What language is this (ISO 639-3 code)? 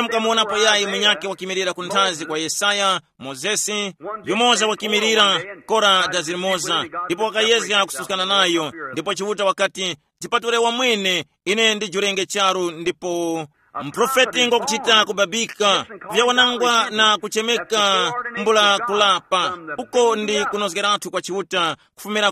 tum